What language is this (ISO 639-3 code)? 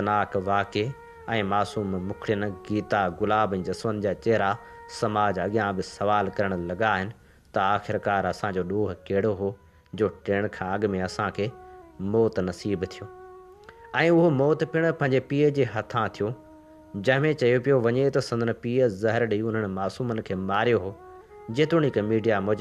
snd